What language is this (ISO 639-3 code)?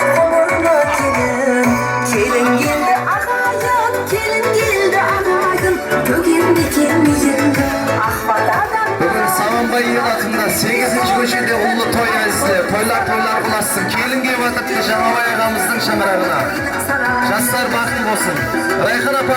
kaa